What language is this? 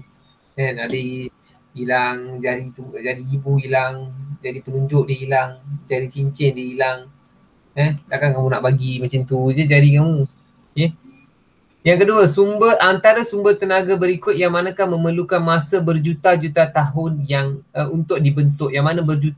Malay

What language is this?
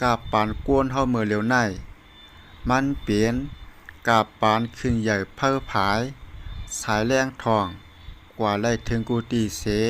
Shan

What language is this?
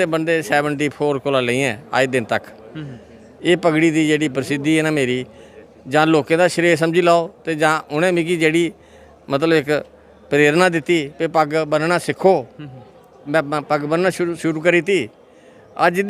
Dogri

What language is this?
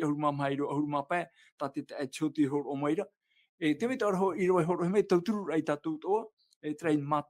Tahitian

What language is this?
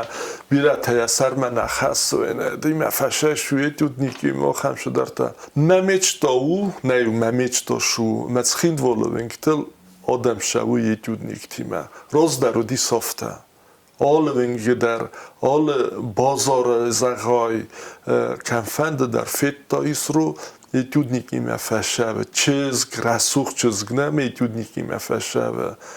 Ossetic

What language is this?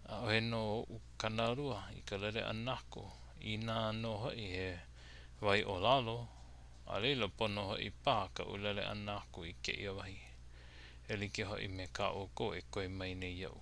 Hawaiian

